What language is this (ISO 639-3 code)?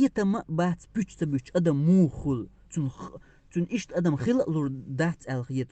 che